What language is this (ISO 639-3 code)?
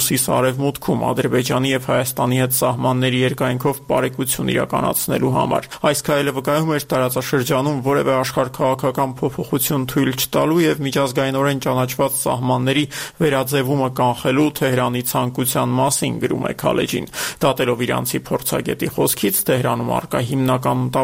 hye